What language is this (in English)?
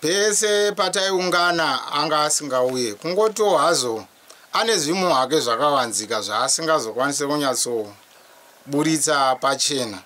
Shona